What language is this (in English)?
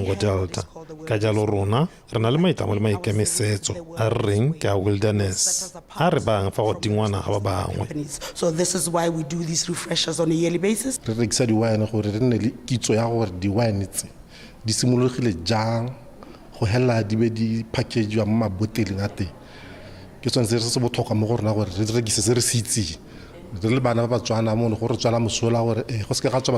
Tswana